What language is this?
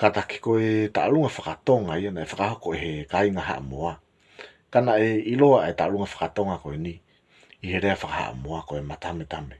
Tongan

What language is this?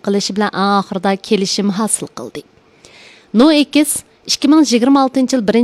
Uyghur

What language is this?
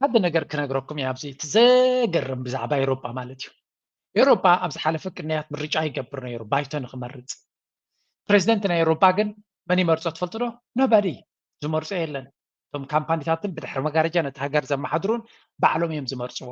Tigrinya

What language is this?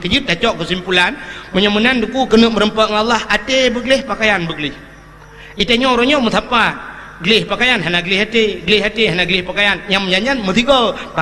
Achinese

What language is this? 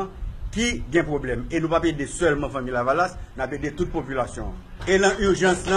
Haitian Creole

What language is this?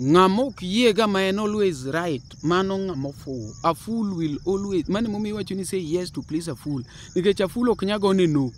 Luo (Kenya and Tanzania)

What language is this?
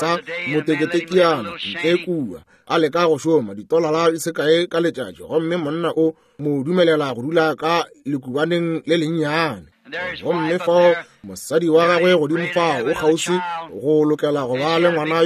Northern Sotho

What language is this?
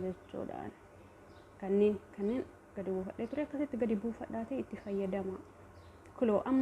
Oromo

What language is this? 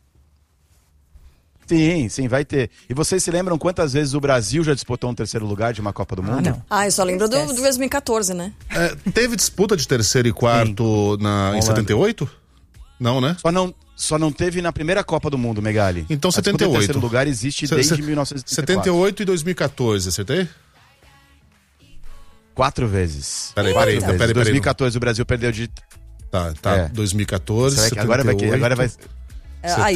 Portuguese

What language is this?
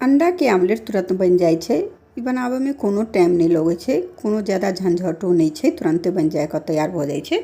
Maithili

